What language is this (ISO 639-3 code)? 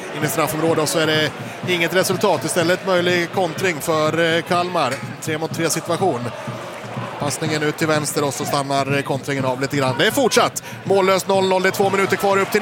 swe